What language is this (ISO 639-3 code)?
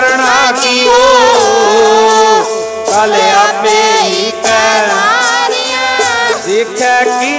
pan